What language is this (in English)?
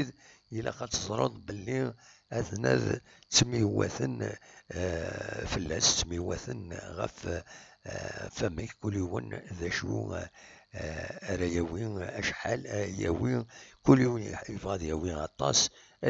Kabyle